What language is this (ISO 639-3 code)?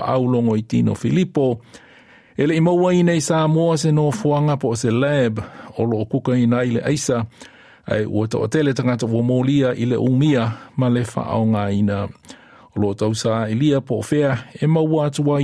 smo